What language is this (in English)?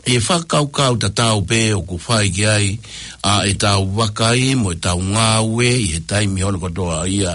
Tongan